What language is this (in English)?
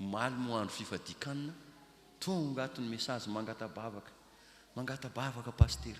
Malagasy